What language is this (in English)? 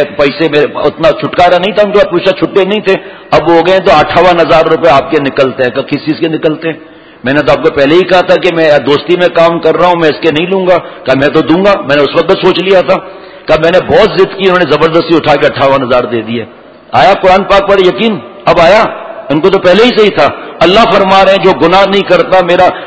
Urdu